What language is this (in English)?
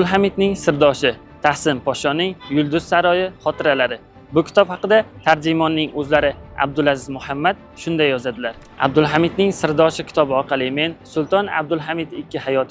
Uzbek